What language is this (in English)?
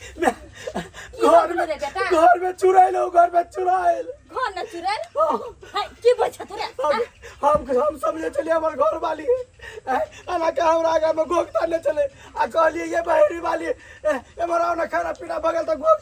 Maithili